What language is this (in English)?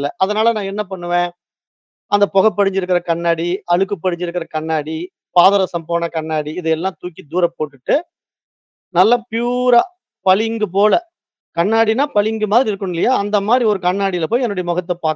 Tamil